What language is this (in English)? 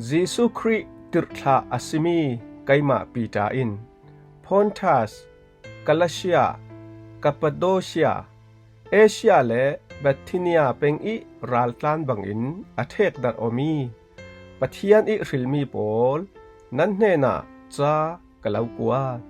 Falam Chin